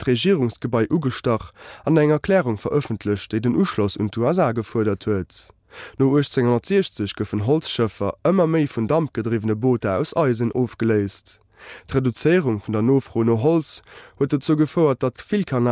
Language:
Luxembourgish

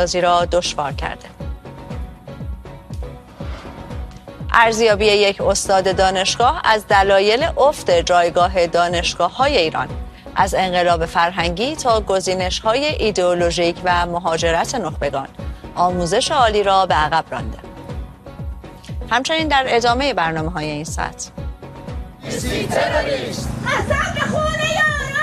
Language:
Persian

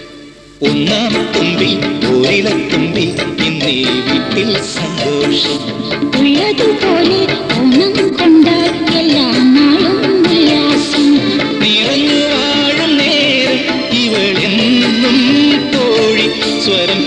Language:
Malayalam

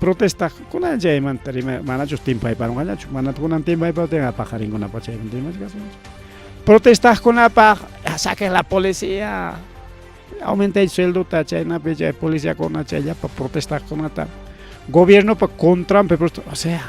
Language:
Ayacucho Quechua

